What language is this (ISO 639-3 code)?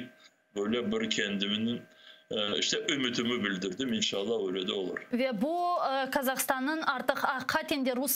crh